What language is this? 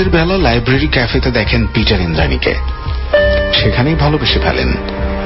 Bangla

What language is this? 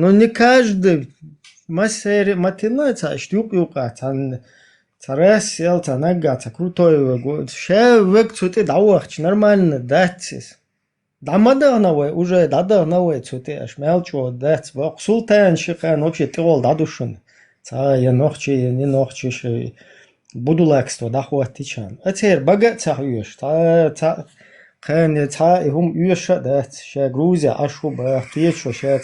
Chechen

